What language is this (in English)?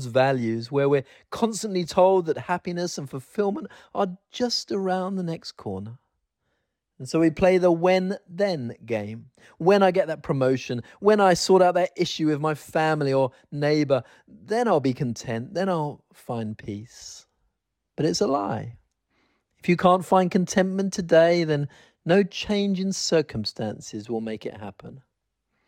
English